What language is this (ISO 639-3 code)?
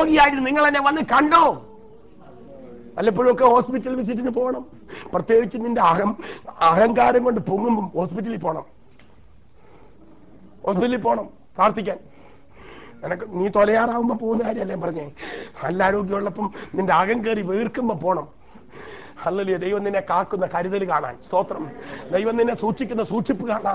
mal